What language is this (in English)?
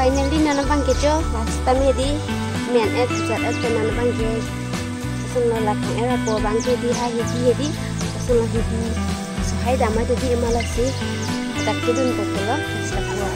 Karbi